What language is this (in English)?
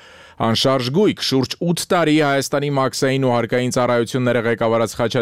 Armenian